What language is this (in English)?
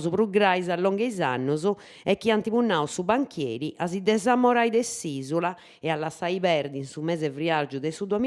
Sardinian